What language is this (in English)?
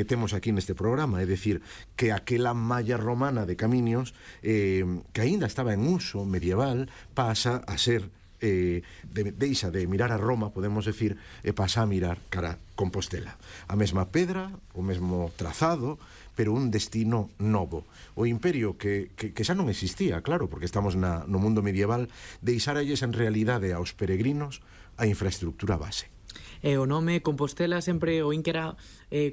Galician